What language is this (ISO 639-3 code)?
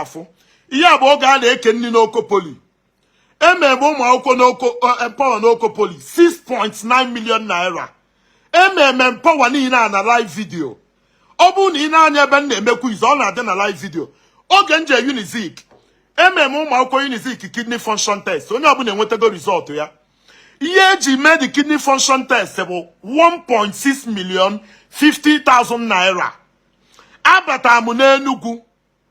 ibo